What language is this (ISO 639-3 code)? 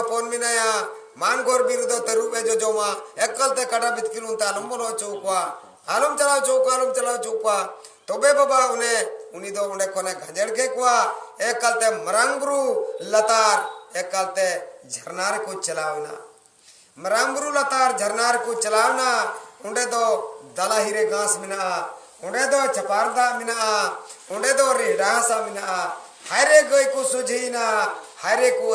sat